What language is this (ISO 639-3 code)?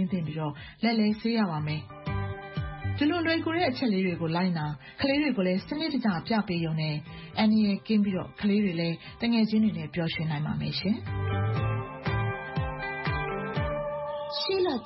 mya